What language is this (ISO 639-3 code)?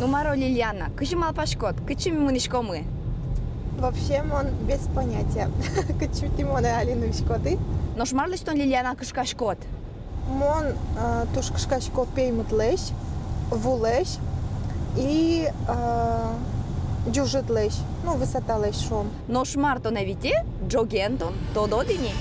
udm